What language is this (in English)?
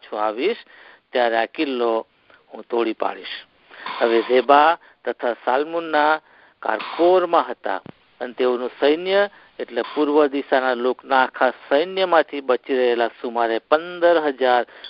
Gujarati